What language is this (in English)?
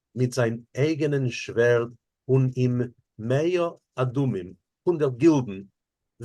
Yiddish